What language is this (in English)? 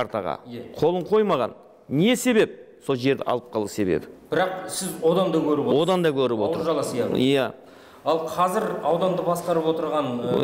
Kazakh